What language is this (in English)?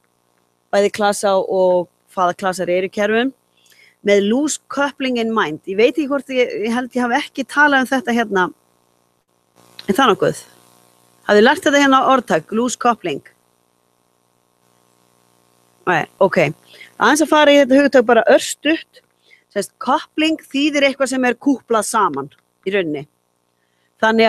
Icelandic